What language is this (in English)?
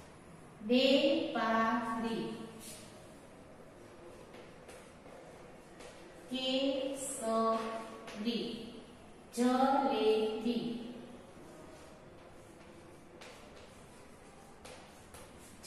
Gujarati